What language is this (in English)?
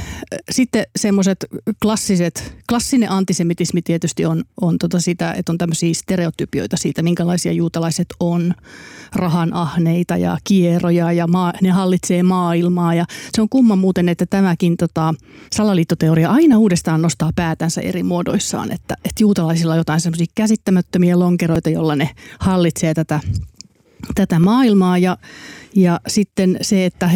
Finnish